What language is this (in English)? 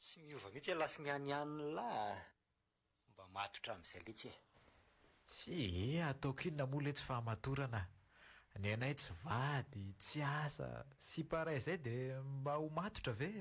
Malagasy